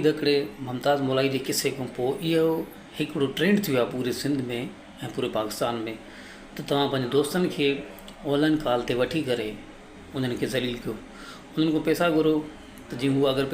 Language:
Sindhi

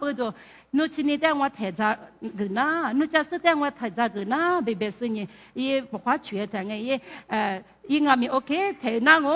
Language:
Lisu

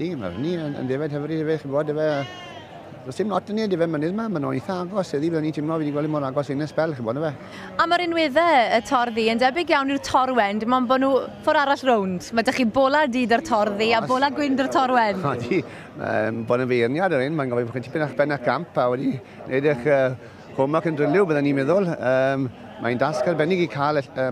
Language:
Welsh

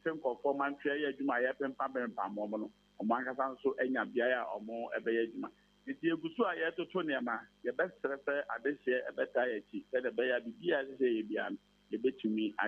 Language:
Akan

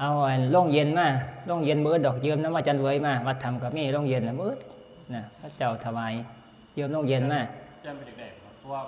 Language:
Northeastern Thai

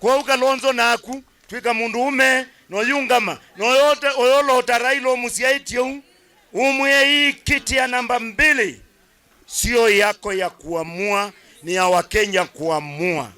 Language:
Kamba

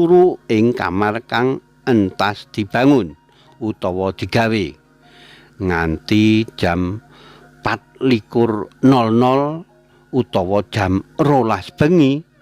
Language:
Javanese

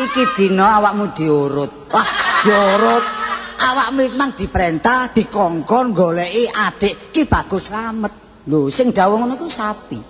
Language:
Javanese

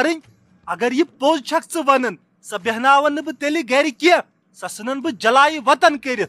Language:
Kashmiri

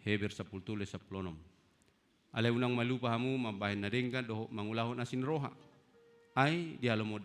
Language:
Batak Toba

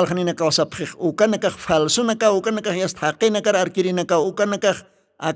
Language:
Aymara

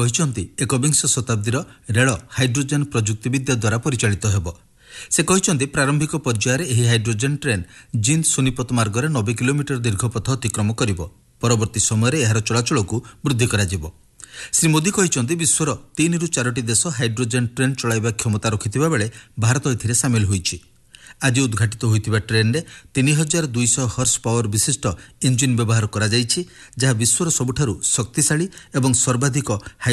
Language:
Odia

